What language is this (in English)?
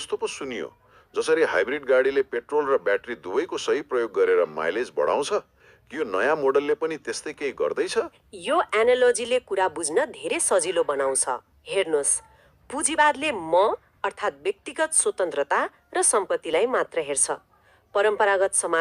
Nepali